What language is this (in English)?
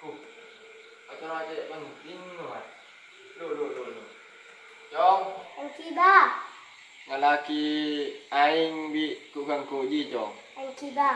Madurese